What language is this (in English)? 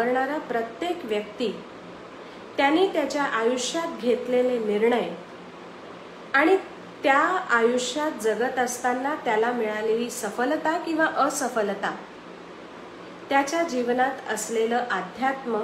Marathi